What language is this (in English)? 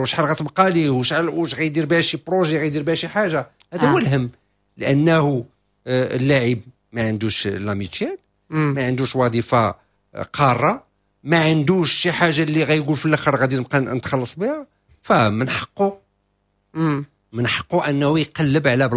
Moroccan Arabic